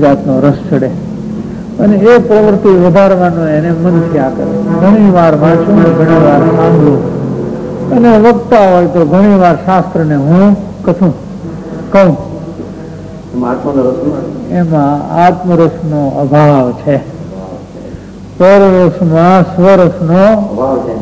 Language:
Gujarati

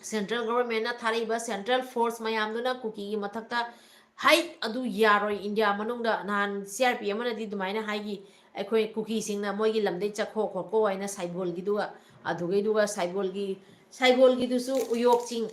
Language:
Manipuri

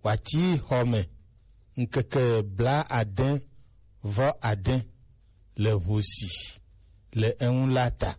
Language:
Gen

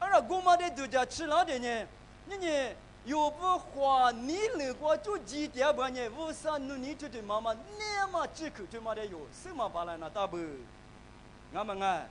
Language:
Lisu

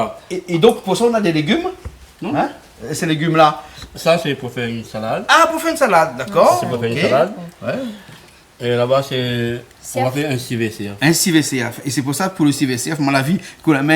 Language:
Réunion Creole French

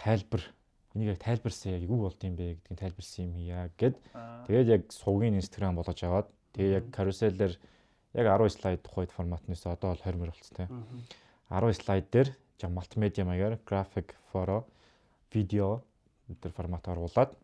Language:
Mongolian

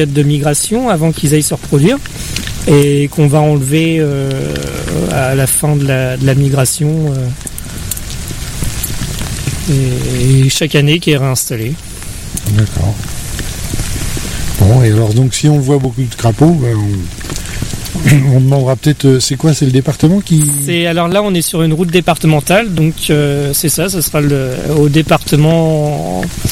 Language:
French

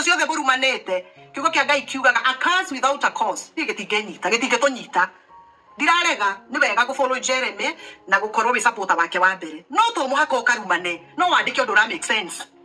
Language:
Kikuyu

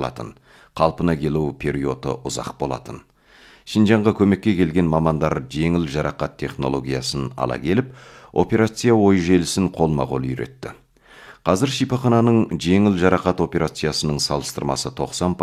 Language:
Kazakh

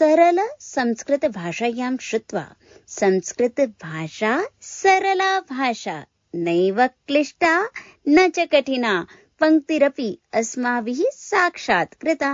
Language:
Sanskrit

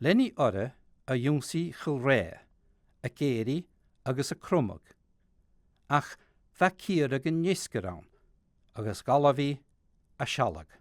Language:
Scottish Gaelic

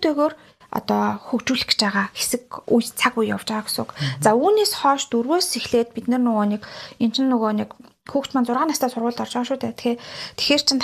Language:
Mongolian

